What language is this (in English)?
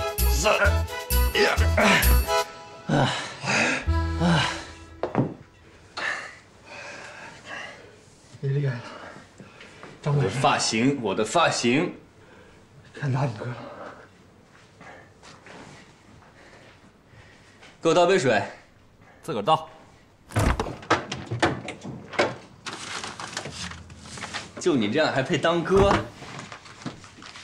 Chinese